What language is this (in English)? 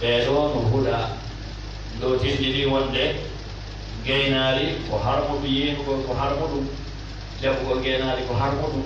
Fula